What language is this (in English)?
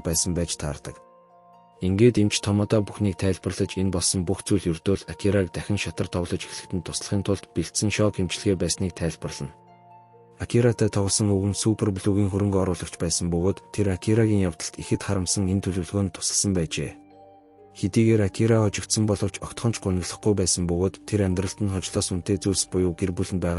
Mongolian